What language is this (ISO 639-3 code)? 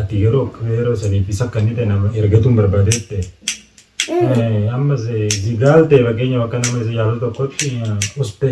orm